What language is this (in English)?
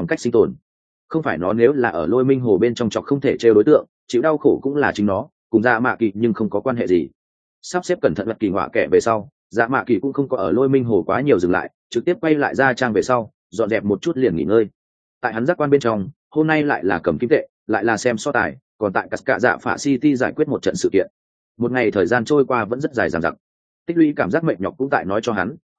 Vietnamese